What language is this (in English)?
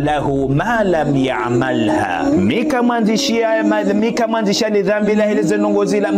Ngazidja Comorian